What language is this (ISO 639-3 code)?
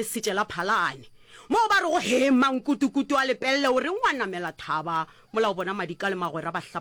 nso